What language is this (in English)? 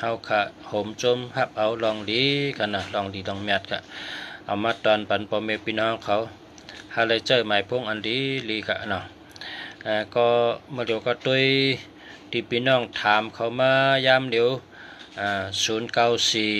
Shan